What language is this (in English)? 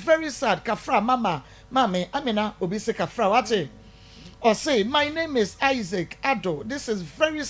Akan